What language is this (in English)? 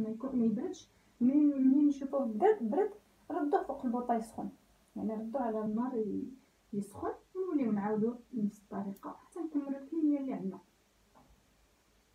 Moroccan Arabic